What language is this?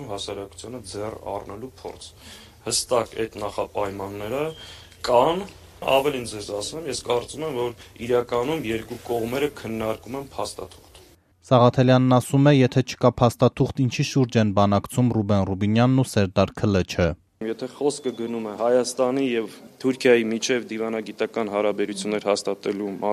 Armenian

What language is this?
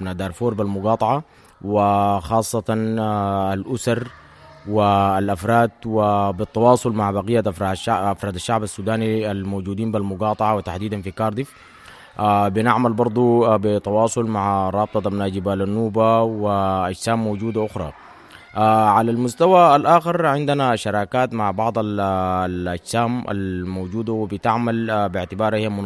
Sudanese Arabic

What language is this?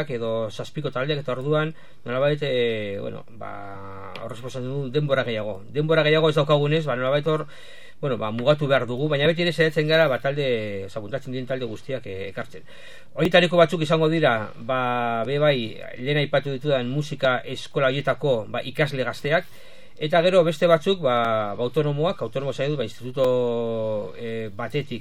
Basque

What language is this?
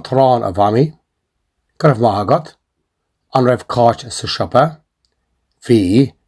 Irish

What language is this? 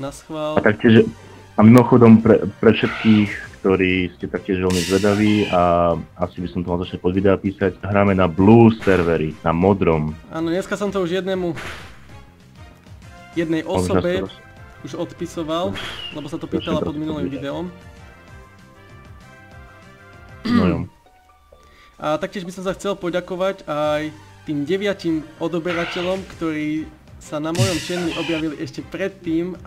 Slovak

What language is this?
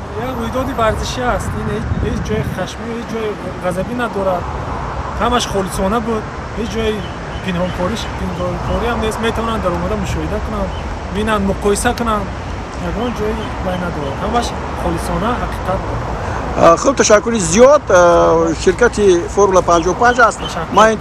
Tajik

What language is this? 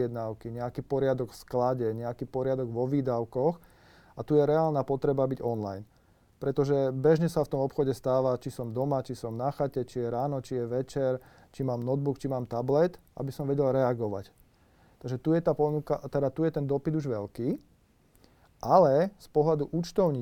Slovak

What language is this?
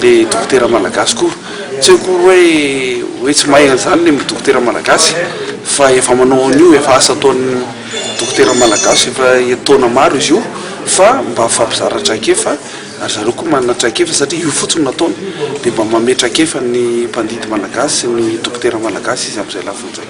Malagasy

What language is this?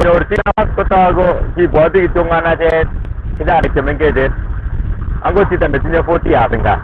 Kalenjin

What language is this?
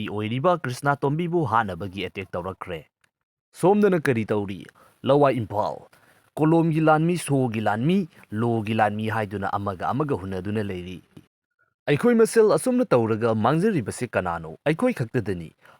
Manipuri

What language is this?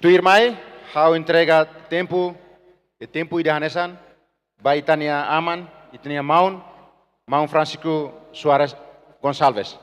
Tetum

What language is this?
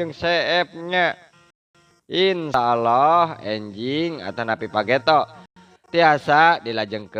Sundanese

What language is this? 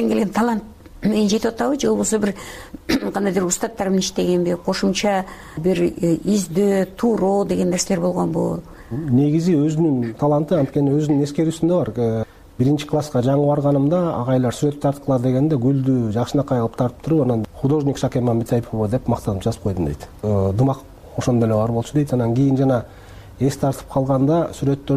Kyrgyz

